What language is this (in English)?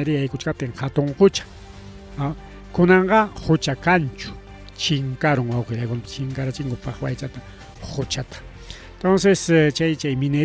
Ayacucho Quechua